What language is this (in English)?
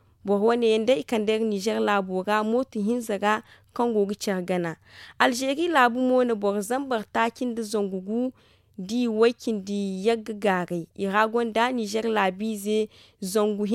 Zarma